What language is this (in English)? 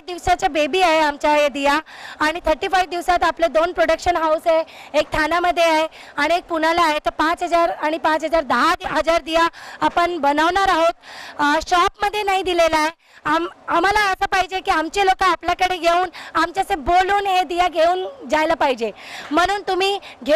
Marathi